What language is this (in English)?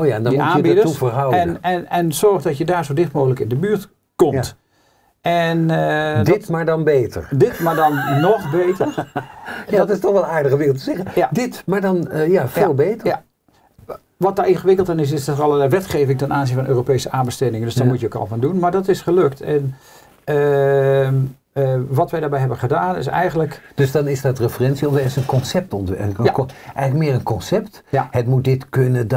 Dutch